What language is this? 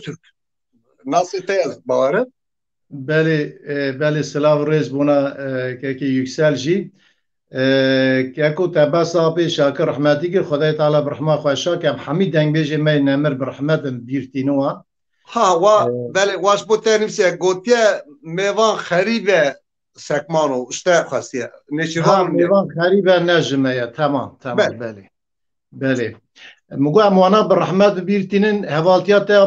Kurdish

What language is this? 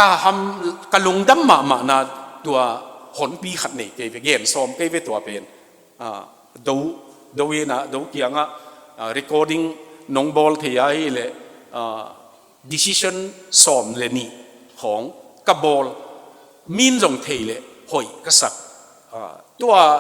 Tedim Chin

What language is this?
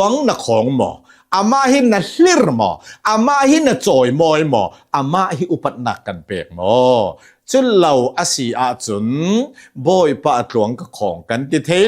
Hakha Chin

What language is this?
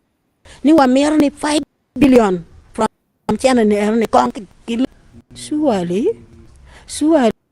Acoli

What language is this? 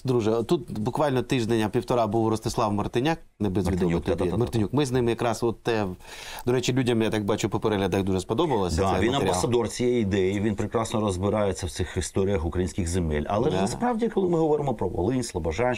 Ukrainian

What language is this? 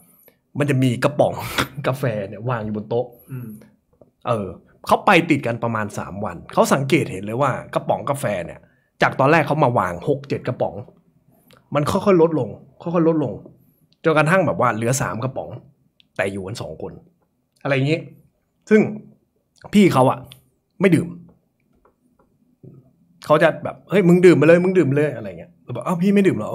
Thai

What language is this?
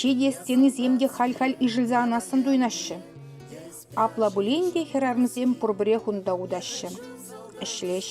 Chuvash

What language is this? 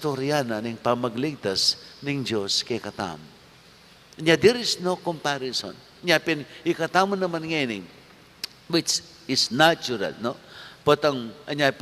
Pampanga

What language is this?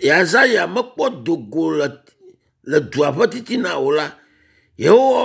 Ewe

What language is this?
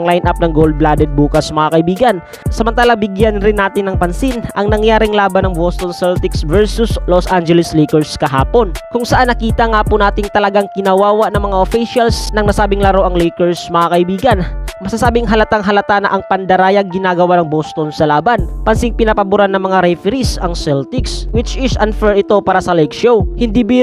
Filipino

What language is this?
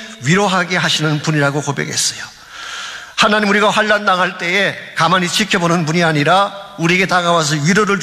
Korean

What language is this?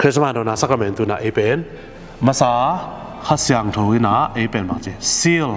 Tedim Chin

